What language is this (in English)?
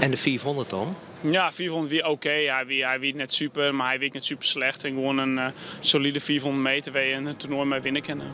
Western Frisian